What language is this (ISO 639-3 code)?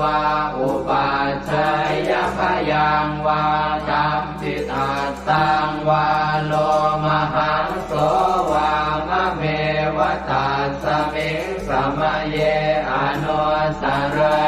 pli